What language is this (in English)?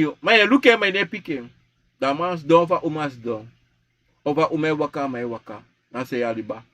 Sranan Tongo